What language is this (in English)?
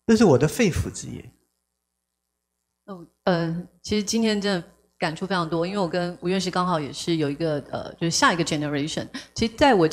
Chinese